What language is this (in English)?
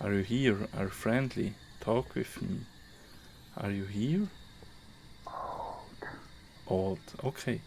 Swiss German